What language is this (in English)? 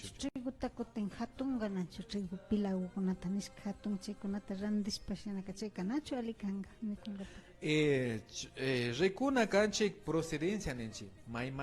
Imbabura Highland Quichua